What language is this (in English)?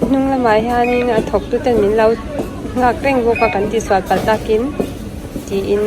Mizo